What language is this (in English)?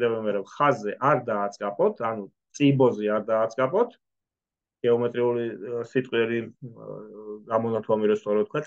Georgian